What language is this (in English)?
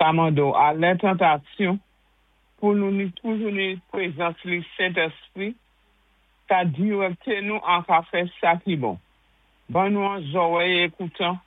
Saint Lucian Creole French